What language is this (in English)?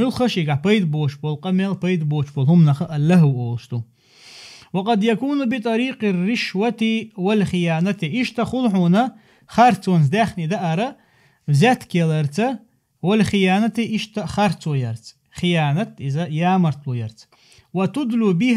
Chechen